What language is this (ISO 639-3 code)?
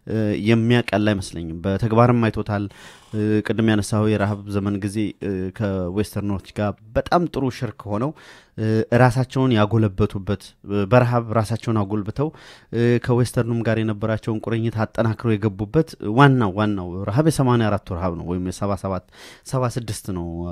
amh